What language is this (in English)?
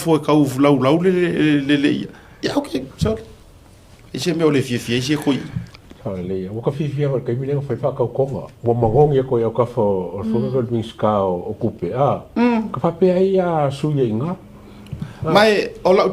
Samoan